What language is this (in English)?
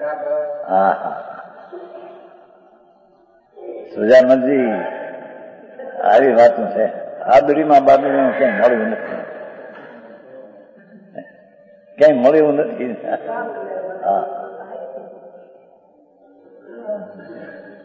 Gujarati